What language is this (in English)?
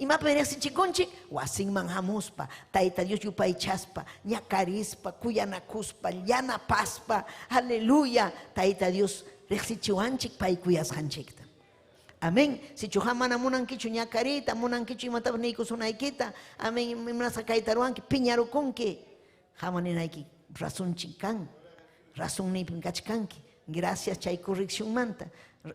Ayacucho Quechua